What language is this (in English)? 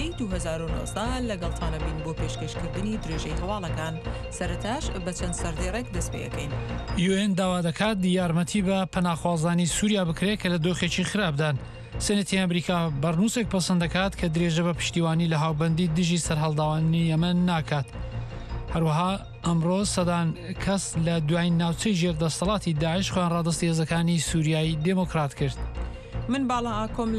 Central Kurdish